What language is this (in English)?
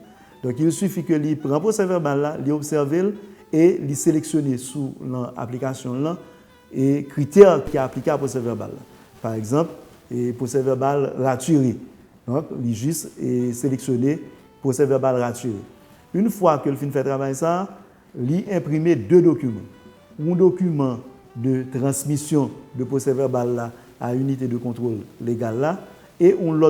Haitian Creole